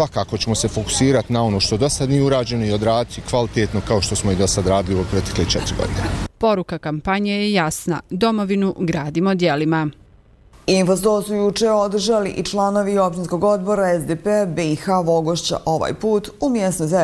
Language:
Bosnian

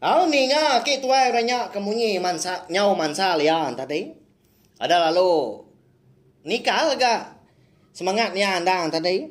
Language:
Iban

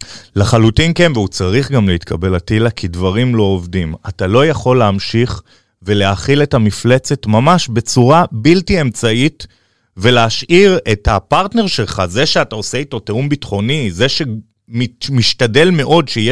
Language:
Hebrew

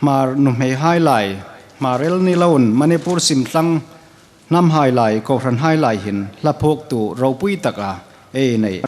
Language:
Hmar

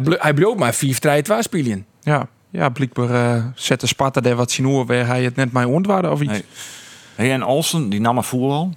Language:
Western Frisian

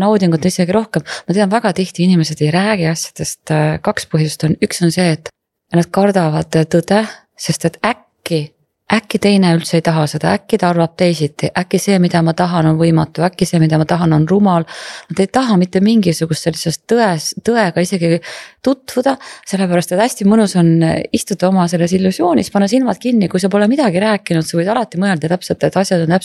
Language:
Estonian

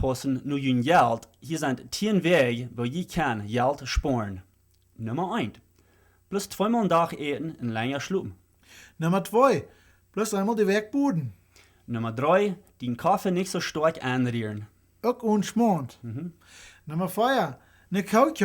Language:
Plautdietsch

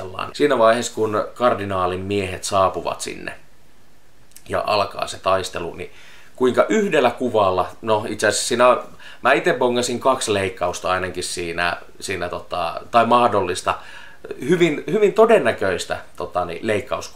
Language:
Finnish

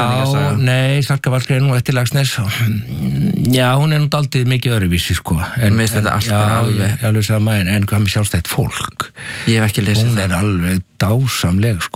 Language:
Icelandic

